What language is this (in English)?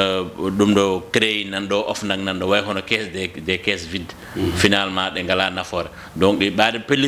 Fula